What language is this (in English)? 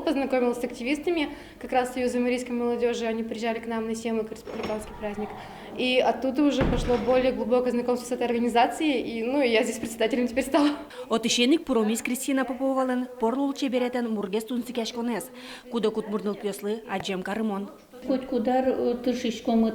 Udmurt